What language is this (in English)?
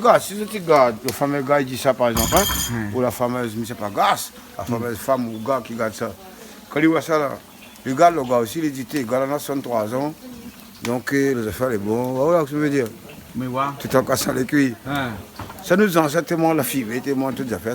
Réunion Creole French